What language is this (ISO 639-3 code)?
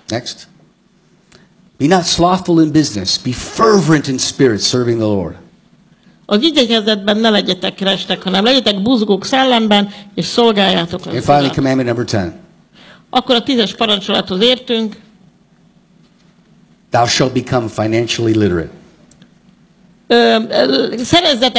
hun